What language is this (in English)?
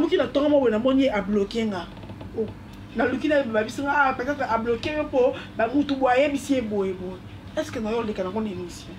Lingala